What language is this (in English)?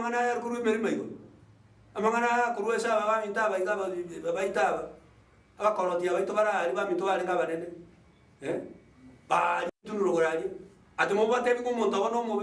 Gusii